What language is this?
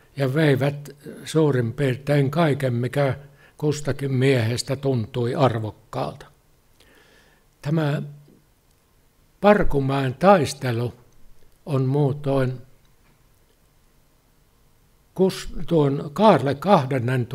Finnish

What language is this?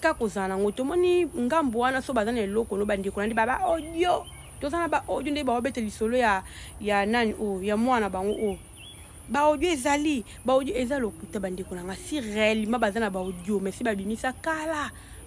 Lingala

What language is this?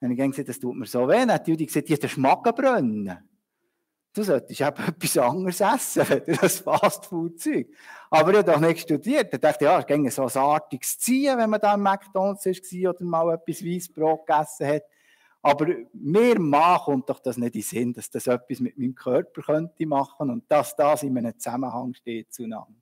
Swiss German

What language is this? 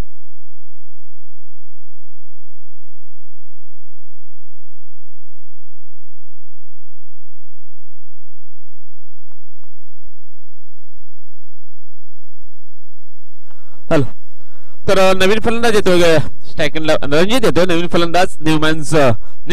Marathi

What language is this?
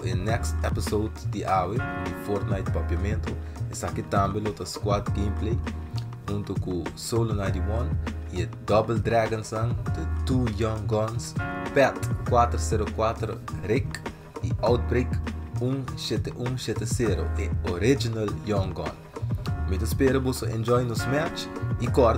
Papiamento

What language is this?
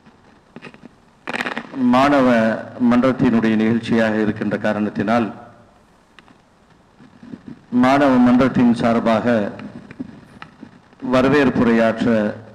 Tamil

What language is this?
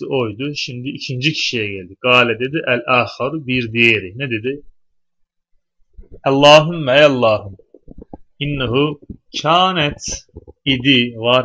Turkish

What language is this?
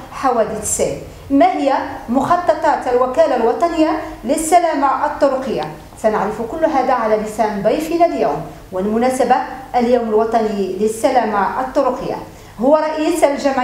Moroccan Arabic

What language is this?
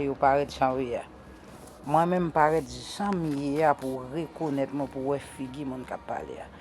Haitian Creole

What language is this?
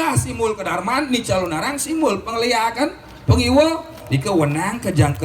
Balinese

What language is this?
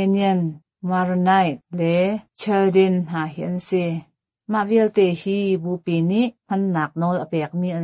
Hakha Chin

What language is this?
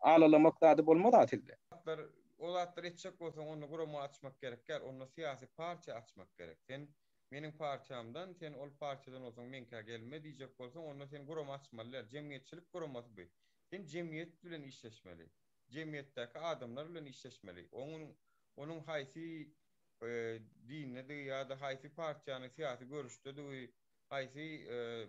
Turkmen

